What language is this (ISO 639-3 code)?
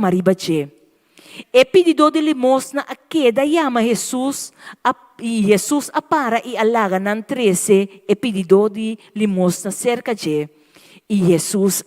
pap